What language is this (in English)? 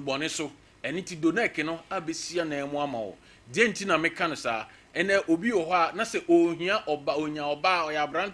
Akan